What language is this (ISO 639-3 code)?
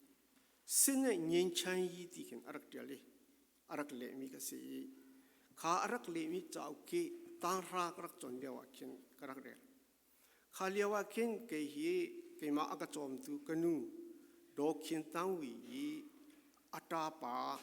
cfm